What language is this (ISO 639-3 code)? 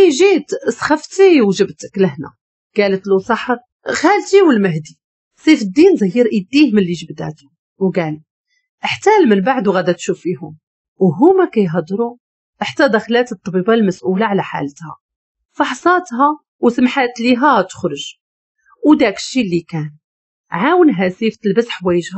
ary